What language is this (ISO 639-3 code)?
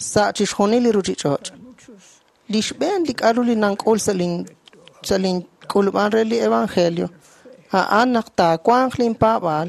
kek